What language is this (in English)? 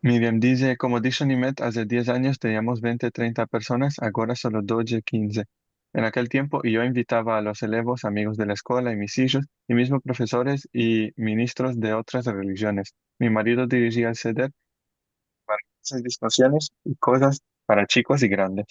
Ladino